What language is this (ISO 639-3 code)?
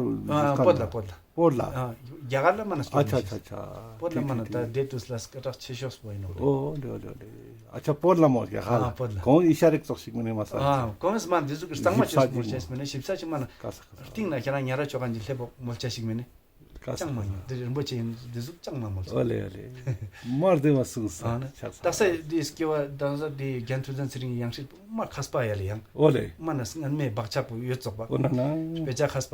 lbj